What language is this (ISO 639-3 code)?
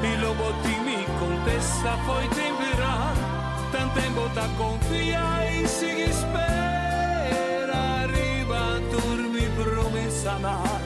pap